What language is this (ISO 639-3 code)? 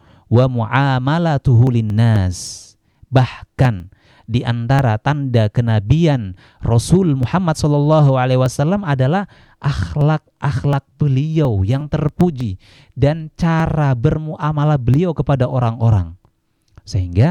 ind